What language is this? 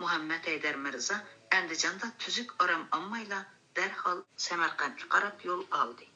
Uyghur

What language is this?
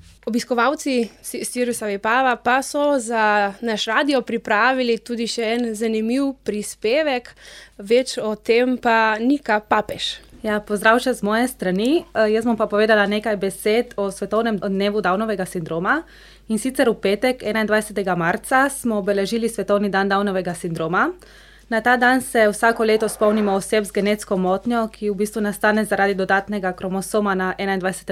Slovenian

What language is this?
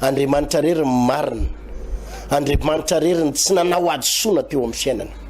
Malagasy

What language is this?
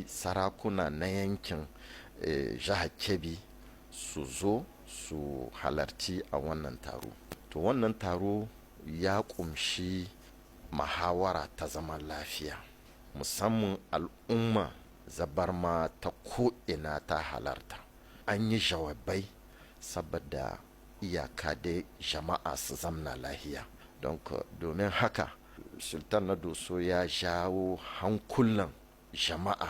Hausa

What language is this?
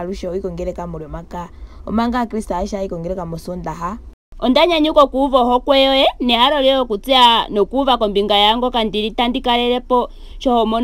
Ndonga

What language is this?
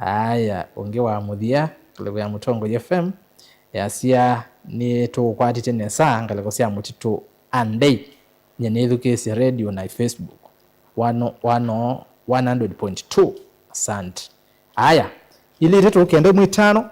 Kamba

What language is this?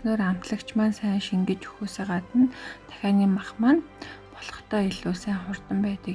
Mongolian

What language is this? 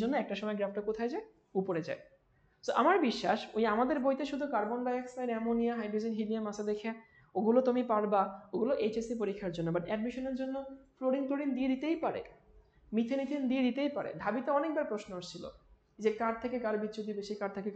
Bangla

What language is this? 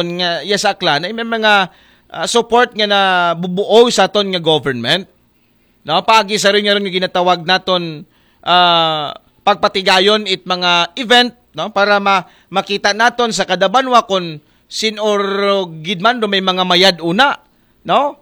Aklanon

